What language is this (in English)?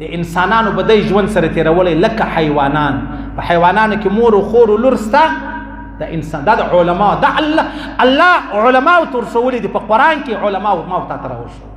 Pashto